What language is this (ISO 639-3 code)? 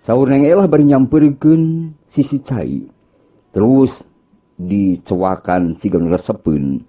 sun